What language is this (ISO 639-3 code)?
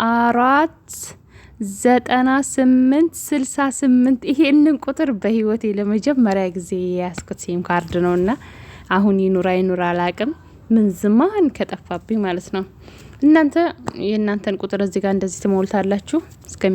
amh